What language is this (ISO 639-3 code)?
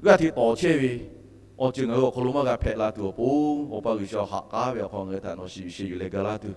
lhu